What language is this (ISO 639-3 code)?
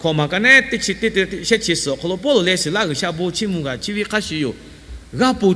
lhu